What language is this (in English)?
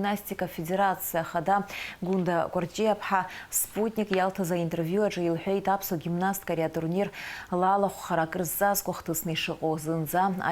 Abkhazian